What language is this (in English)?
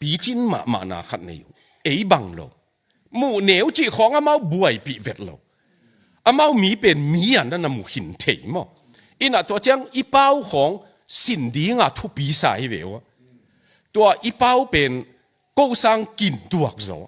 Tedim Chin